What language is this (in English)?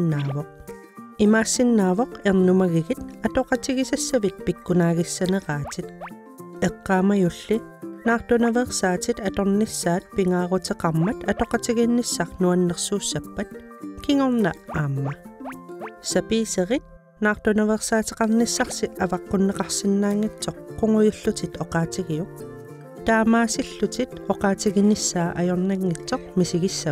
Kalaallisut